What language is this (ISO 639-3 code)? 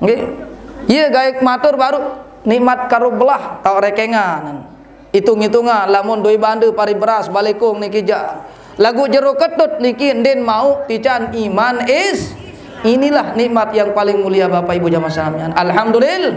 sas